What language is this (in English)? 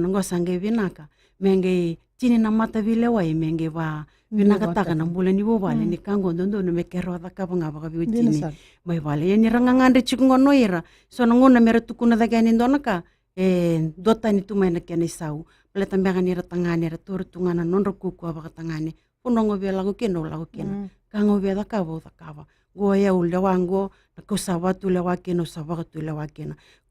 Fijian